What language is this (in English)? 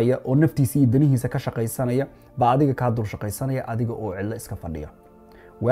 Somali